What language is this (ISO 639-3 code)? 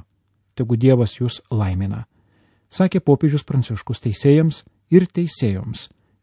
lit